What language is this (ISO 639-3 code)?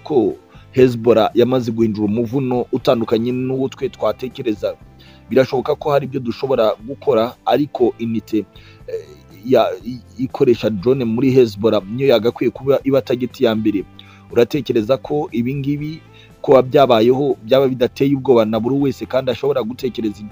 kin